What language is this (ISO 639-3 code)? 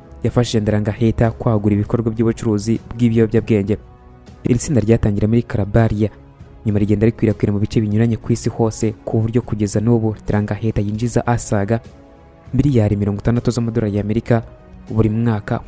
kin